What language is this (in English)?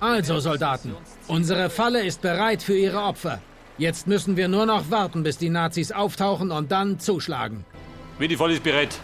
Bavarian